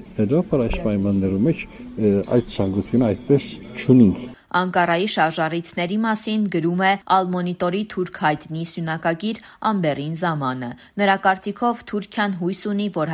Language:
Armenian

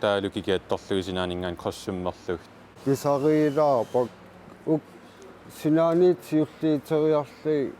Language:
Kalaallisut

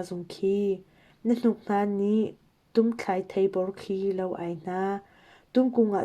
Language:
Hakha Chin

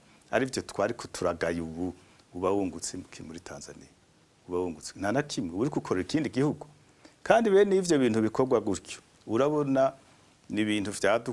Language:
Rundi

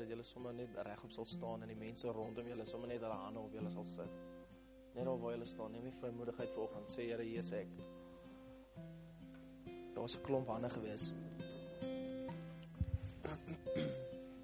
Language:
Afrikaans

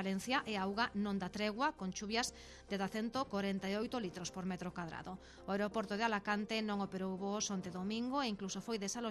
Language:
Galician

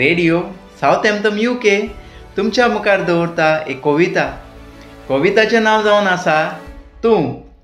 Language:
Konkani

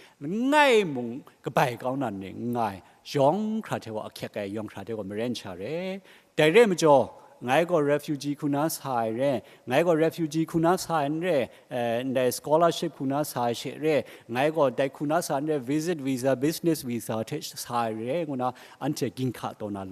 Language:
Kachin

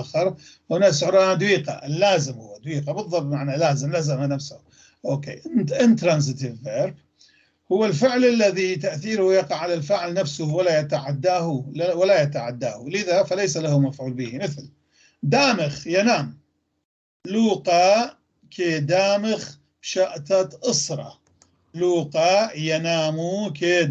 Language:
North Levantine Arabic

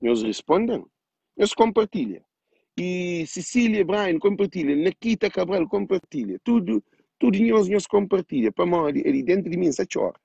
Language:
Kabuverdianu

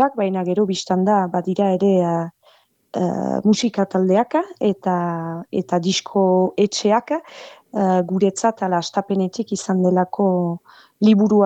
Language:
Basque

